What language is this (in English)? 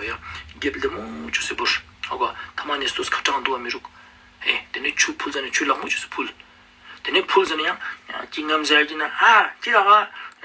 Ladakhi